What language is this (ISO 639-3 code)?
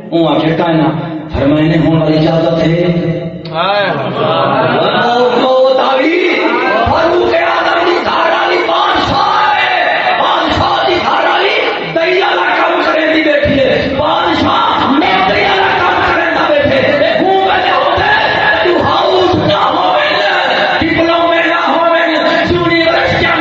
skr